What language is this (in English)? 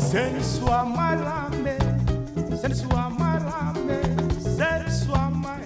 Fijian